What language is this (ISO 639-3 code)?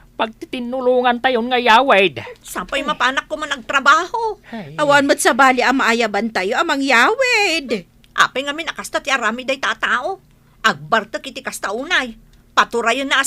ilo